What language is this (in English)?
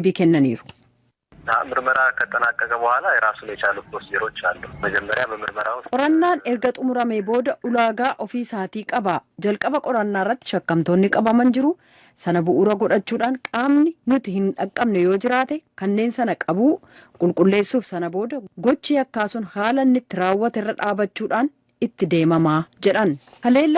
Oromo